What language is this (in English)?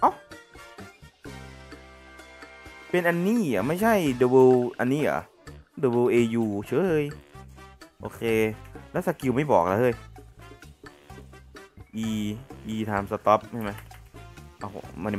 Thai